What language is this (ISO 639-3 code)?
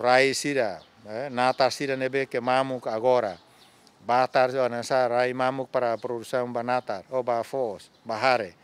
tet